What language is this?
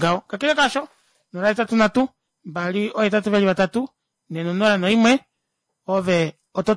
Kuanyama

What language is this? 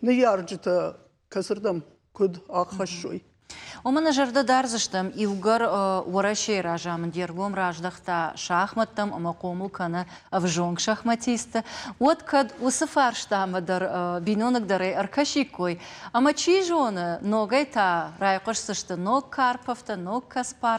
Ossetic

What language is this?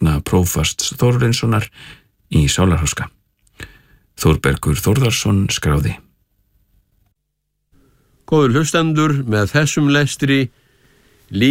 Icelandic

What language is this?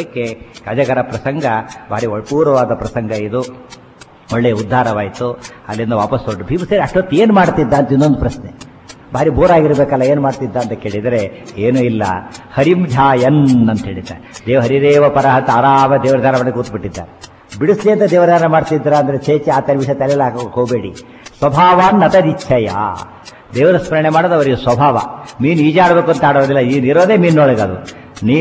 Kannada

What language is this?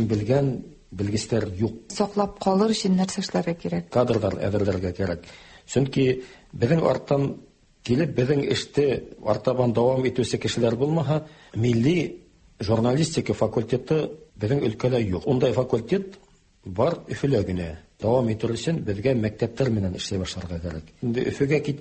Tatar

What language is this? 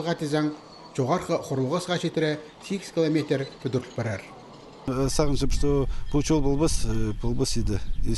Khakas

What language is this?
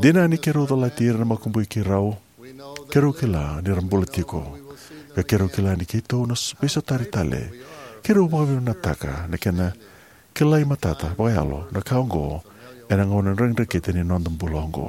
Fijian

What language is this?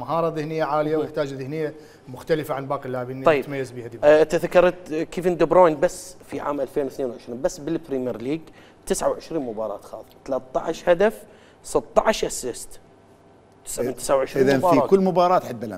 Mesopotamian Arabic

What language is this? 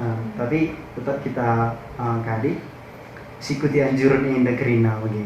Batak Karo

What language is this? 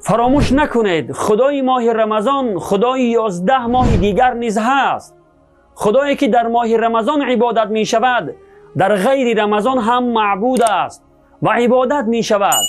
Tajik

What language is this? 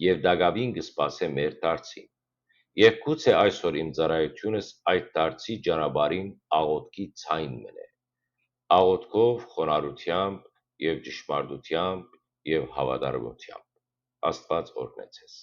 Western Armenian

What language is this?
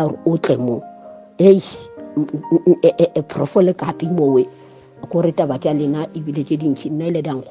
Northern Sotho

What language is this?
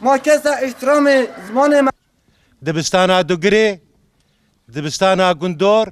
Kurdish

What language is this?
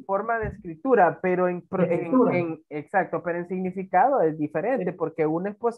Spanish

